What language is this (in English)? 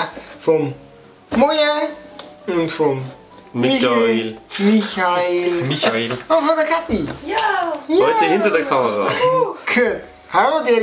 Bavarian